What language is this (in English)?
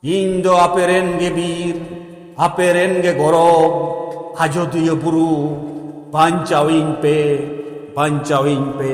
Santali